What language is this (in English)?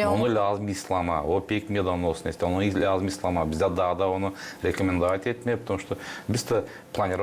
Gagauz